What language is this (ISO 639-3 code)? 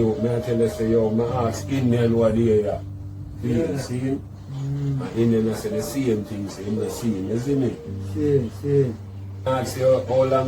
jam